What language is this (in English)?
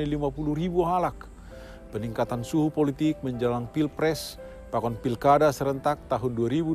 Batak Simalungun